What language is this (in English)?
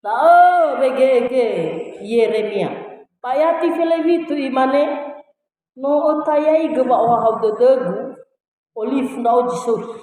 Nias